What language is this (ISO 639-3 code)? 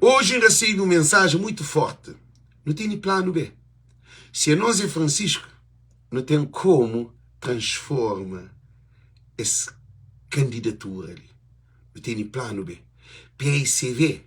kea